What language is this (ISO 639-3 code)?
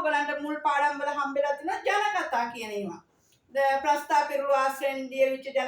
sin